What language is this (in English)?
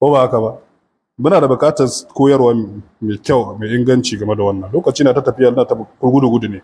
Hausa